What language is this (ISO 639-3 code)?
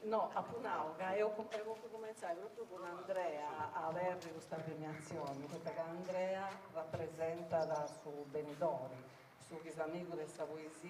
srd